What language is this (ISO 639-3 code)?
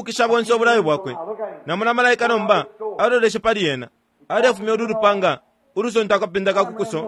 bem